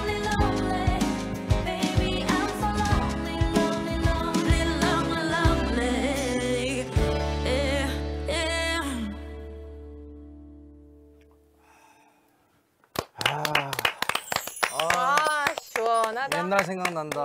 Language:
Korean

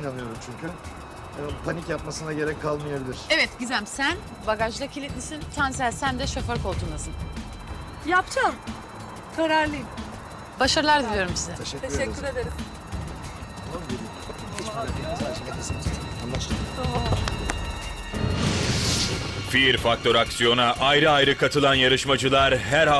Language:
Turkish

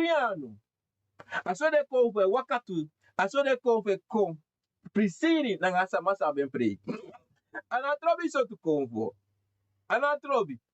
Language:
Sranan Tongo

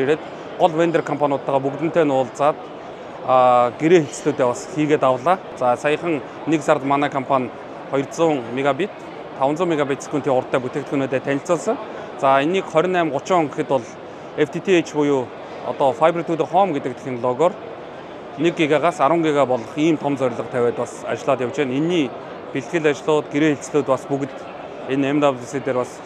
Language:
Mongolian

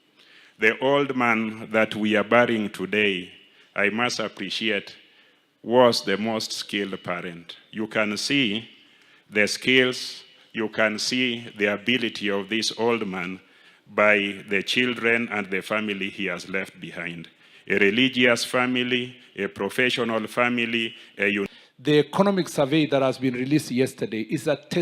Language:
Luo (Kenya and Tanzania)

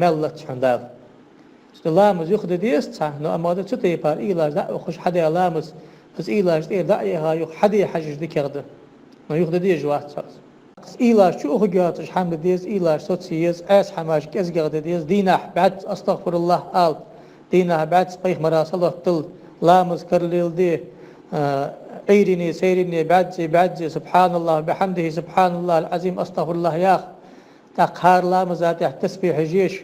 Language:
Ingush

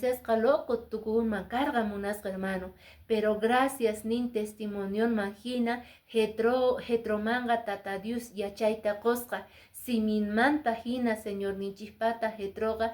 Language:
Quechua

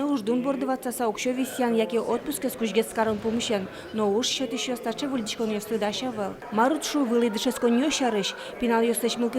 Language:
Udmurt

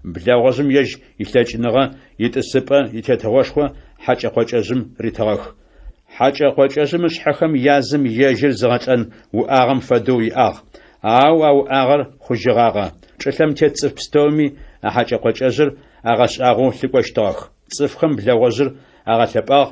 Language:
Adyghe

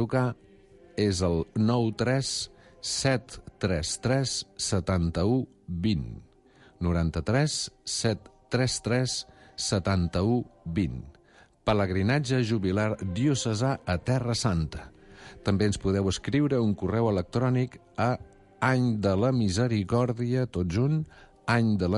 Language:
Catalan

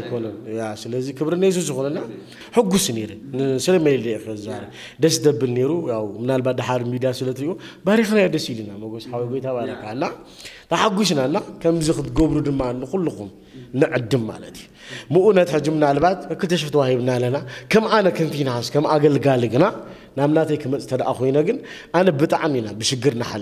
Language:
Tigrinya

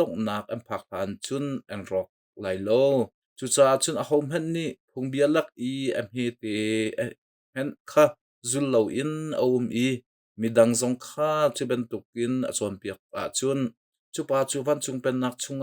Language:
Hakha Chin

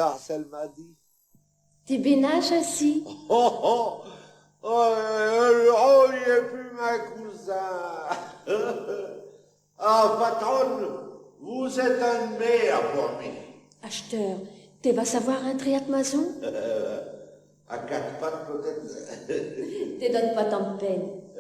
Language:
Picard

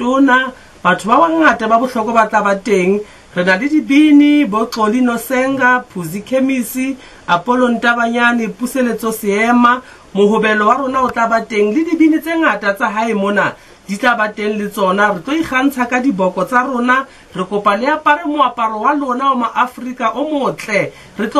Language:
Southern Sotho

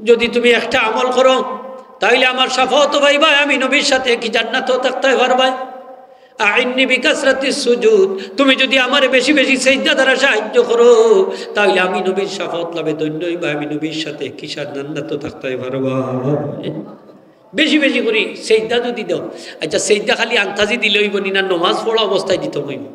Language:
Sylheti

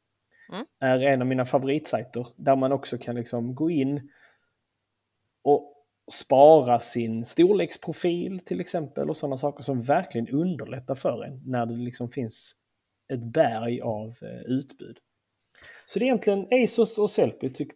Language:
Swedish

